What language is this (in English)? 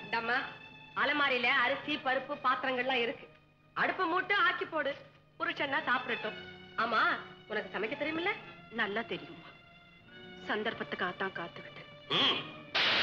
Tamil